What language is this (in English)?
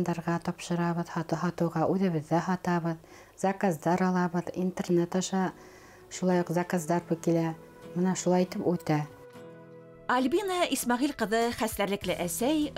Bashkir